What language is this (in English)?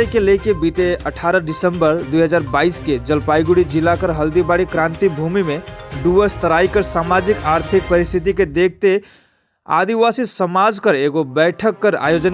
Sadri